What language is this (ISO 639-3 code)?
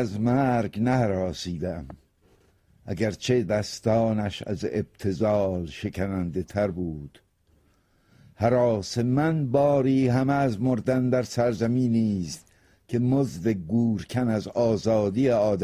fas